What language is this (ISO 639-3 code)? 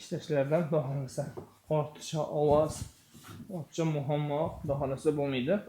uzb